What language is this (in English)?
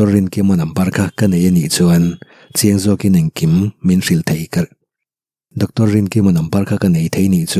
Mizo